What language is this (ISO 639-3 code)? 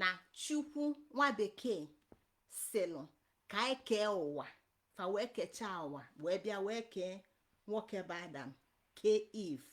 ibo